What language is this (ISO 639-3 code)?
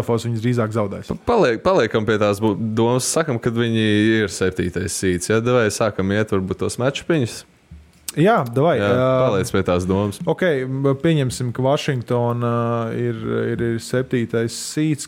lav